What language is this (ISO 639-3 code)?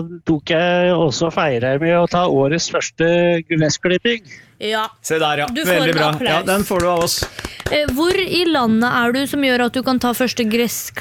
nor